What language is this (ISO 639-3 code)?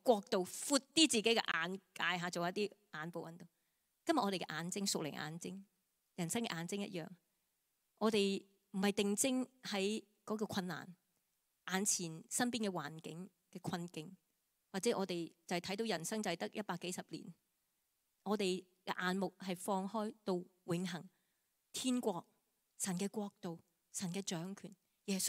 yue